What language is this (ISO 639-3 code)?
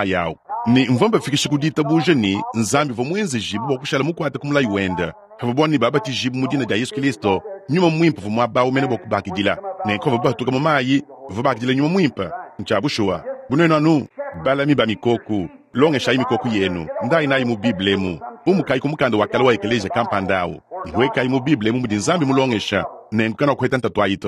lua